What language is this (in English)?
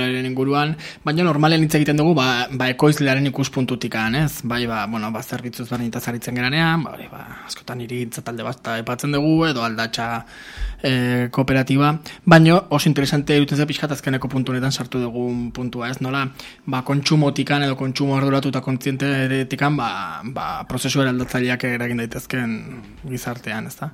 Basque